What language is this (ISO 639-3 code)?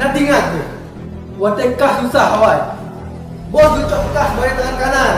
ace